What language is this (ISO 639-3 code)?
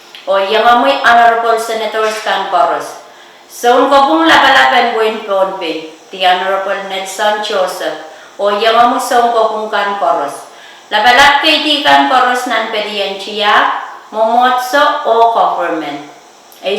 pon